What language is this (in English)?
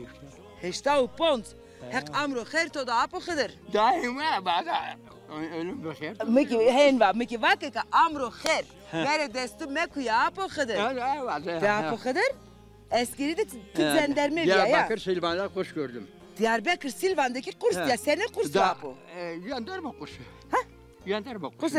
Zaza